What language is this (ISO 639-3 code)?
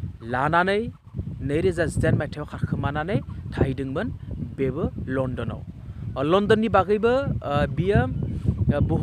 brx